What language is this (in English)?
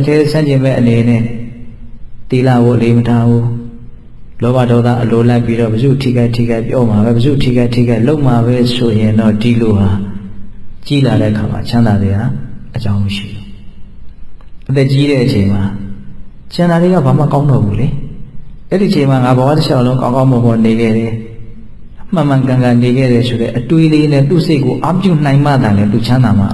Burmese